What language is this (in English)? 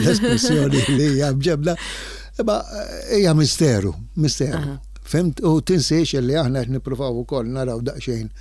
Maltese